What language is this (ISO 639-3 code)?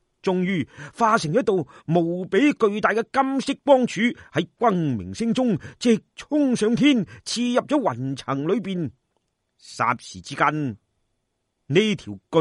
yue